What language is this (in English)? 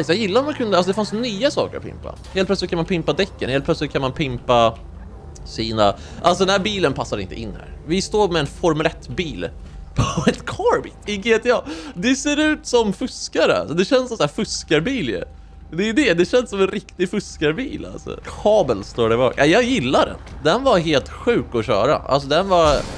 Swedish